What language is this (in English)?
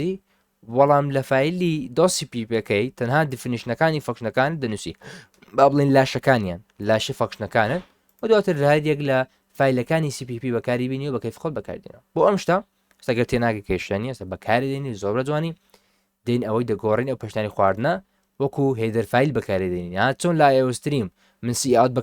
Central Kurdish